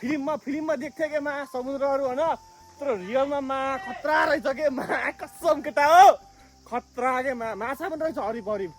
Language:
Nepali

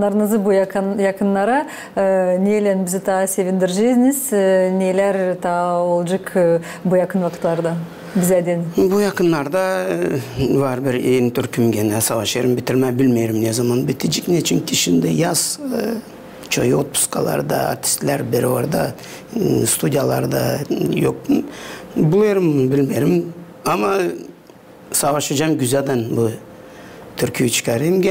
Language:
Gagauz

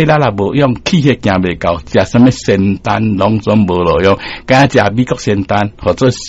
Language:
Min Nan Chinese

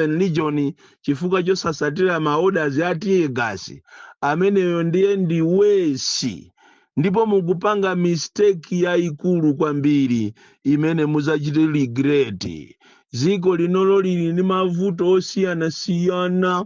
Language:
Nyanja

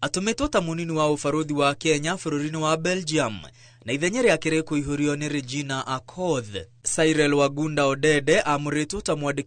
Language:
Kikuyu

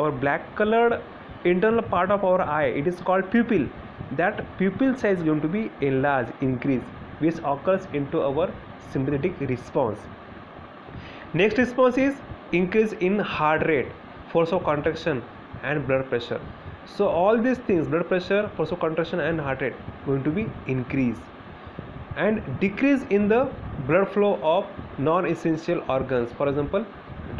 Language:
English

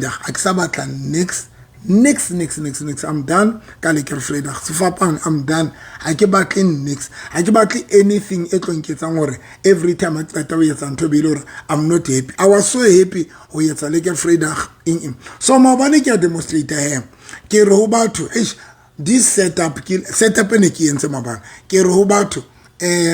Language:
Southern Sotho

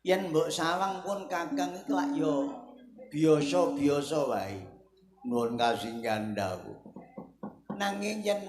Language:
Javanese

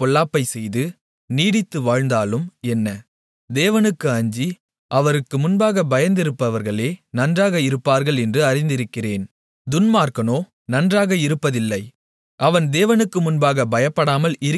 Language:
Tamil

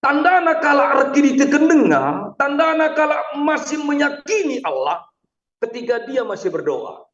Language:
Batak Karo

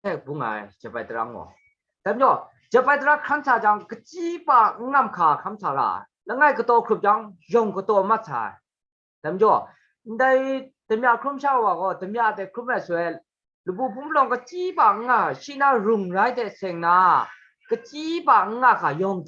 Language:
Kachin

